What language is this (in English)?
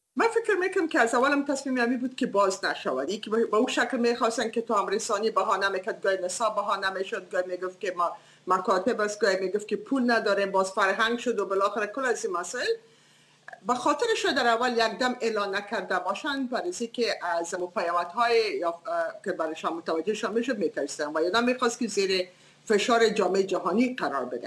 Persian